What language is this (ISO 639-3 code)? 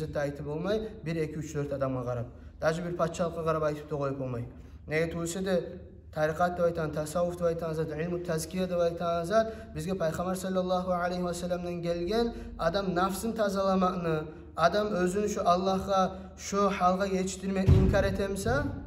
kum